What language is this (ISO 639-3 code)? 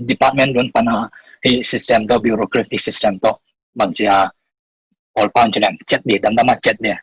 ctd